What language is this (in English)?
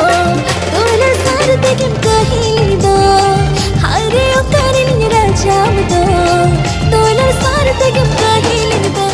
Santali